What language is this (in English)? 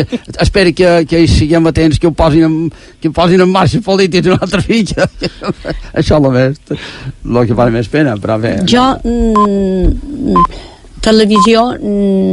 Catalan